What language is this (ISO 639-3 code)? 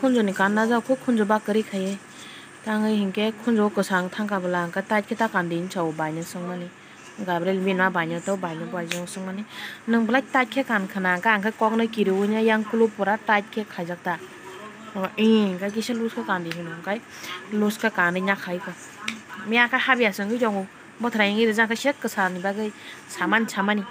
trp